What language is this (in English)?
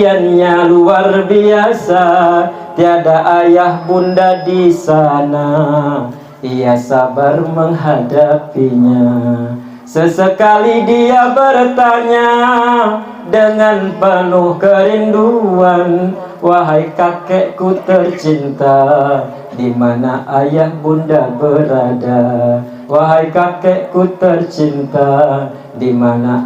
Banjar